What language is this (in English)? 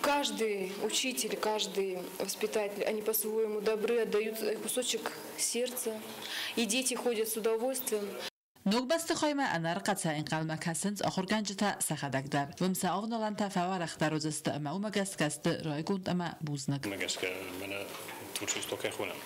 Ossetic